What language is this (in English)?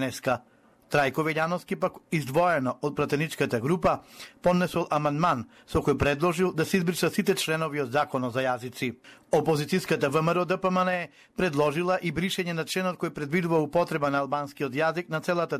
Macedonian